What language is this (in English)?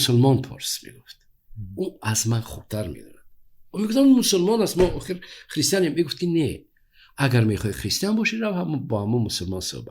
Tajik